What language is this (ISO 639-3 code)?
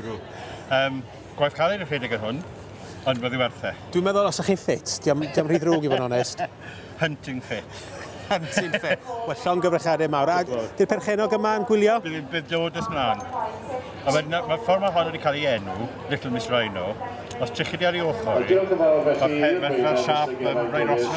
cym